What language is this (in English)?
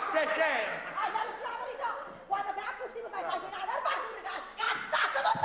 Neapolitan